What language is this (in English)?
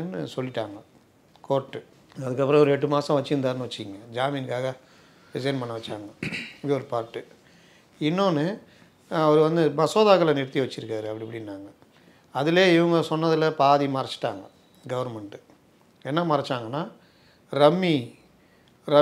Tamil